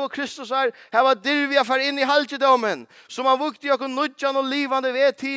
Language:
Faroese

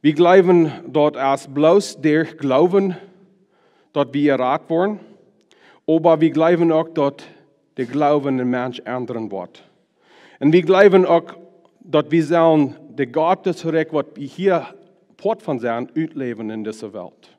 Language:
Plautdietsch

